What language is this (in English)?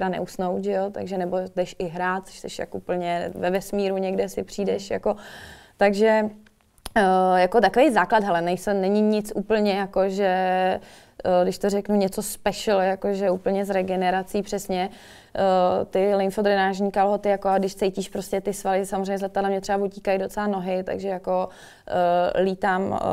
Czech